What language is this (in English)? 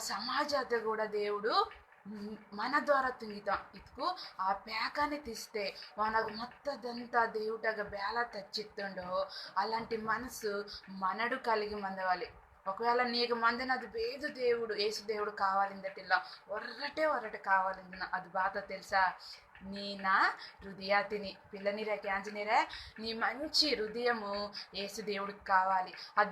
Koya